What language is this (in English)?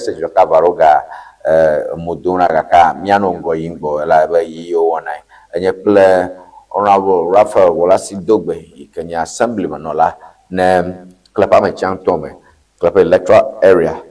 Ewe